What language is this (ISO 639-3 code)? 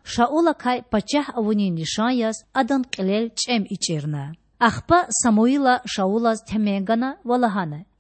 lez